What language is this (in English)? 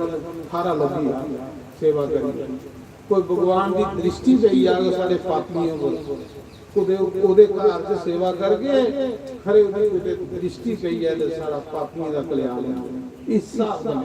Dogri